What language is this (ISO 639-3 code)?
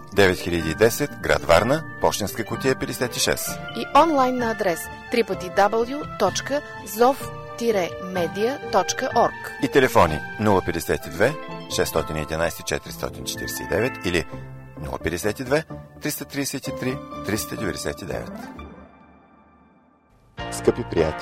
bul